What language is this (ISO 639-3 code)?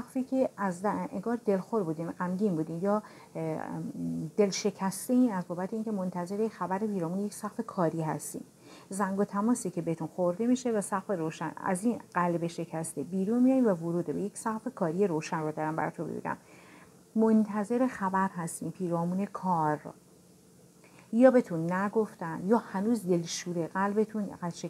fas